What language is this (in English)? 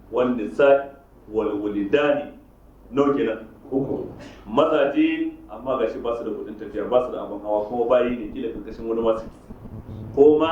Hausa